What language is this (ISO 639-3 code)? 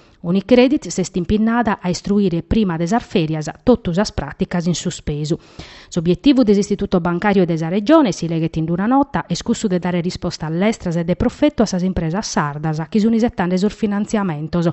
srd